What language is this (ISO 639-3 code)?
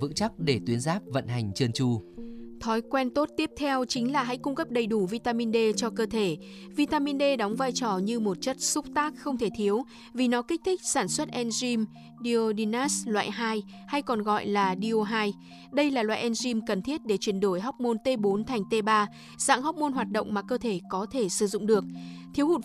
vie